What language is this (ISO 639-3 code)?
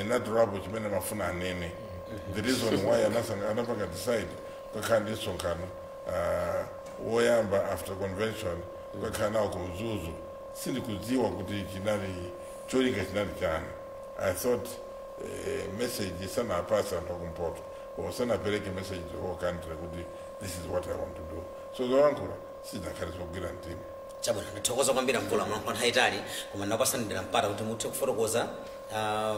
nya